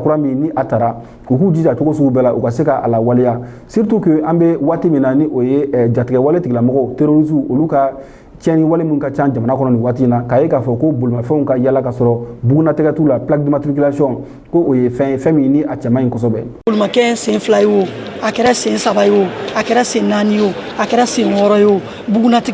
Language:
Bambara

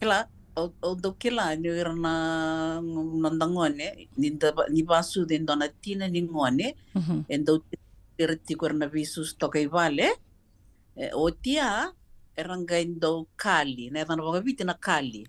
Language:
Fijian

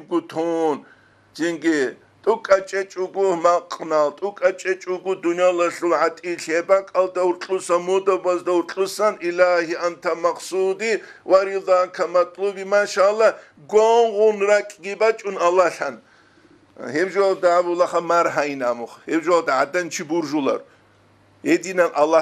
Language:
Avaric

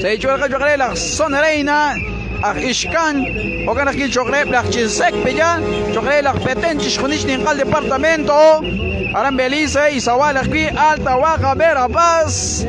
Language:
Kekchí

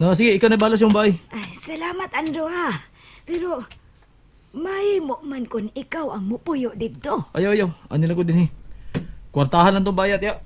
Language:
Cebuano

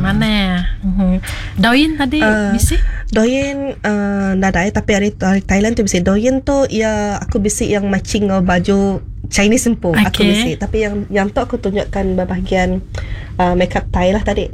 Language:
Iban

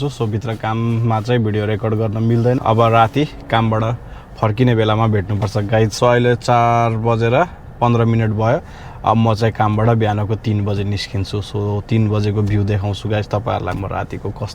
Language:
Nepali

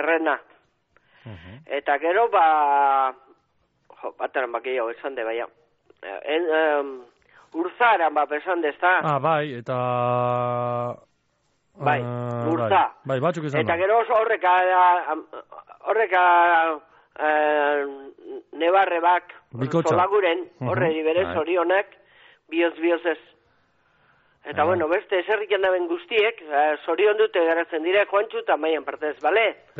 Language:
Basque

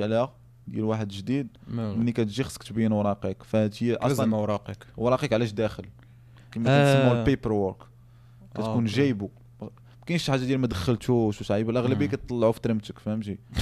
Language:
Moroccan Arabic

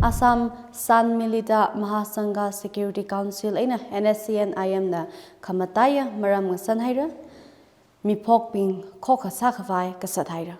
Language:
Tangkhul Naga (India)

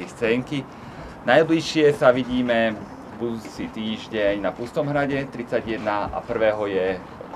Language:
Slovak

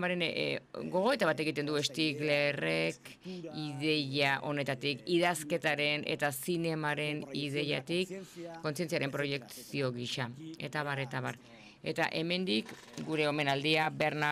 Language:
Basque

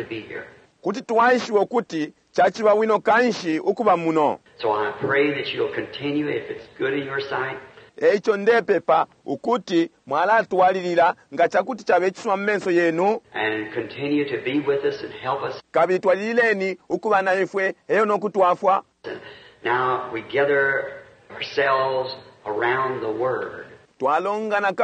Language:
Bemba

